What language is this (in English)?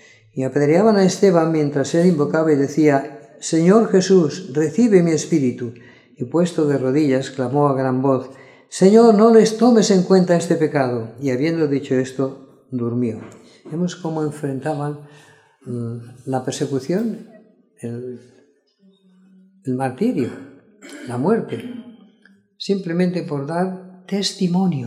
Spanish